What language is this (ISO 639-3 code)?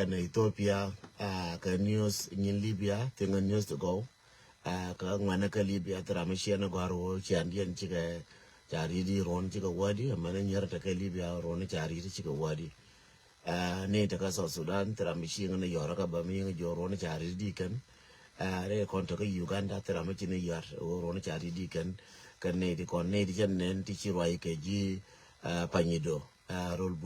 nus